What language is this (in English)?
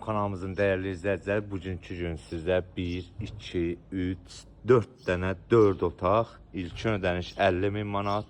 Azerbaijani